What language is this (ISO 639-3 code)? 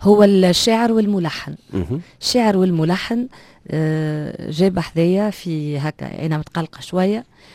aeb